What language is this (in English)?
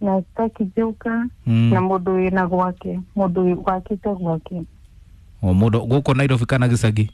Kikuyu